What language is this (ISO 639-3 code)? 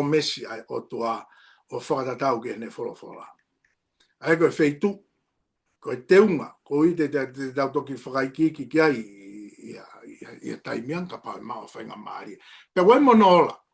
ton